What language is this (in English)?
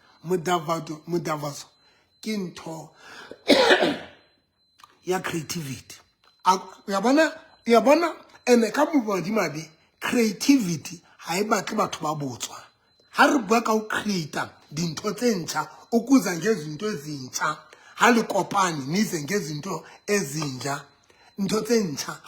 Southern Sotho